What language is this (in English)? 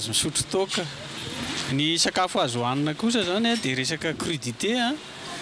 Malagasy